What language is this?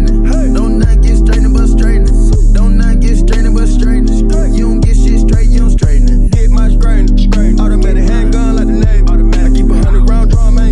English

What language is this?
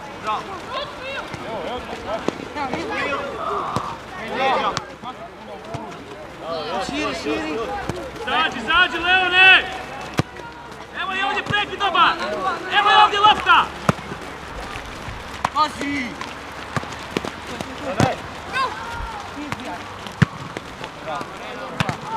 Croatian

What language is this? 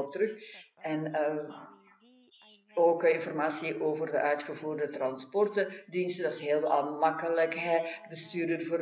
Dutch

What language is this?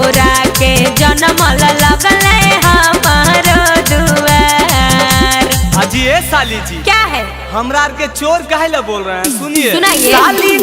Magahi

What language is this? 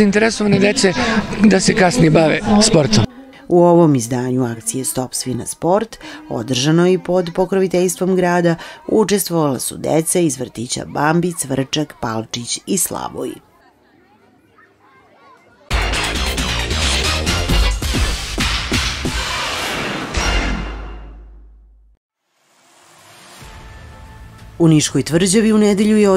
Serbian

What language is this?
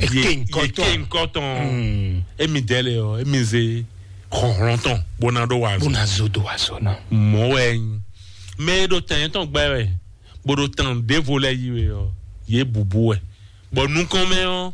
Fon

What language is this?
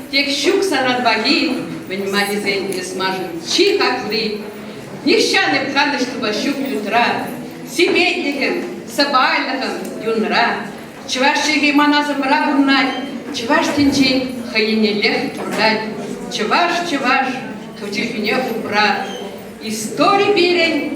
Chuvash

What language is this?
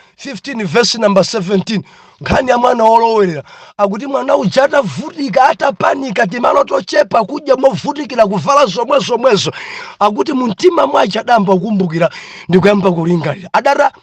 Nyanja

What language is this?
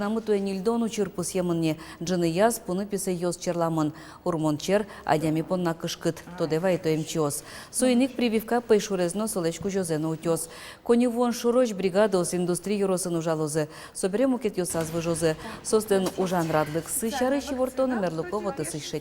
Udmurt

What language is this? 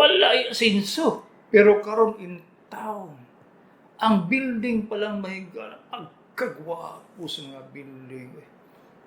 Cebuano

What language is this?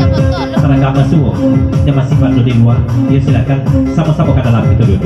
Minangkabau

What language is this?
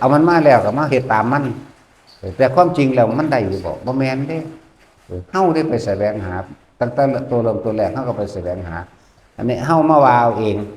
Northeastern Thai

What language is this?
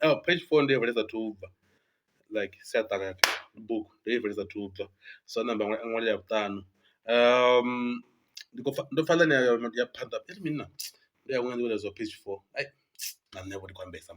Venda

